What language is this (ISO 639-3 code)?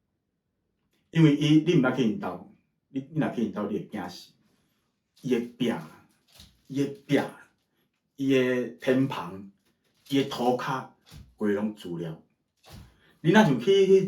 nan